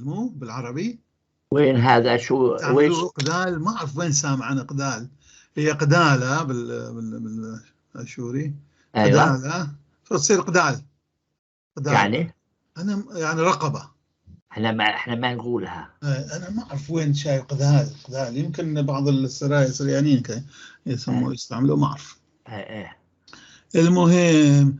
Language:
North Levantine Arabic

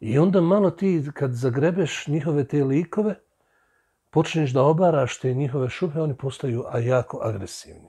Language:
Bosnian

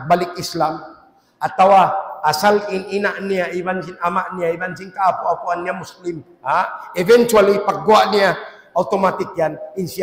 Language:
Tausug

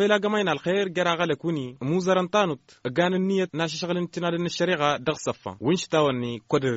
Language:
Hausa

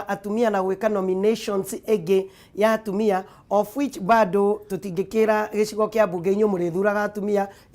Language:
Kikuyu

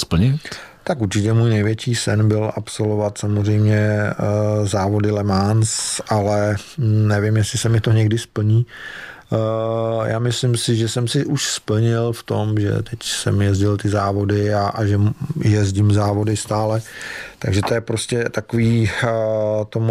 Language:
Czech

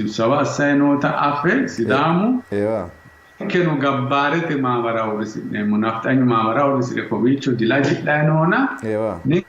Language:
Sidamo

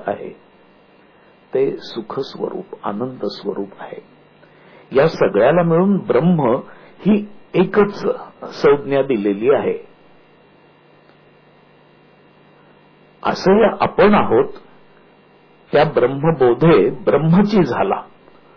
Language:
Marathi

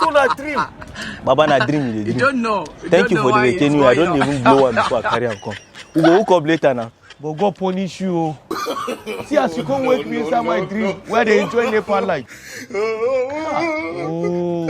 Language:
Nigerian Pidgin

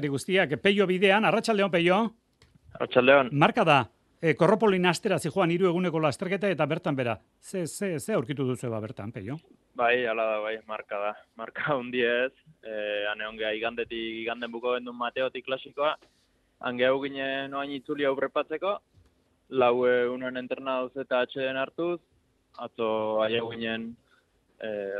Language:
Basque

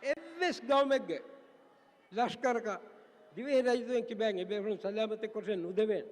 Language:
Divehi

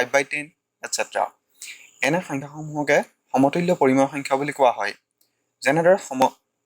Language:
Assamese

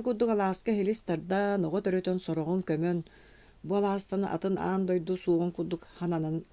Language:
Yakut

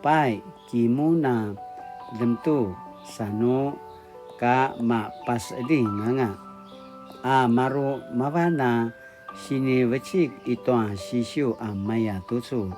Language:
Paiwan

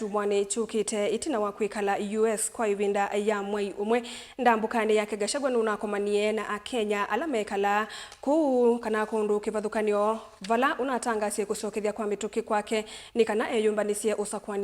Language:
Kamba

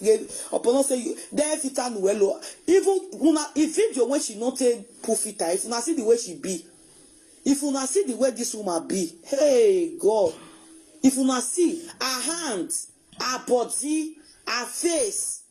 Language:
Nigerian Pidgin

